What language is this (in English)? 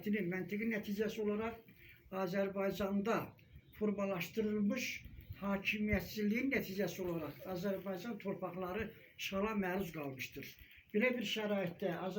Azerbaijani